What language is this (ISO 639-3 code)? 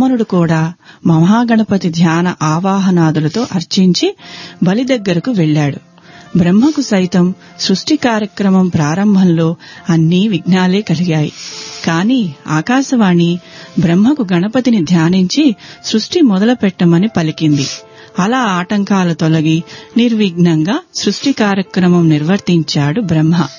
tel